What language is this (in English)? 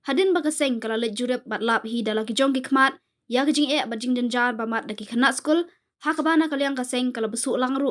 Khasi